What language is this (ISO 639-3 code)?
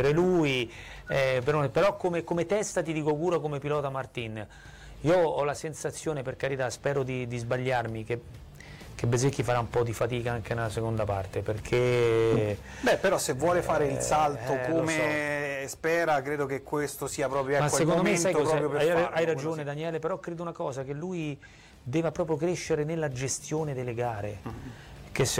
ita